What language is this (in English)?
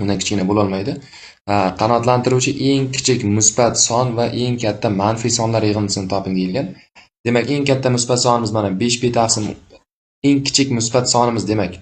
Uzbek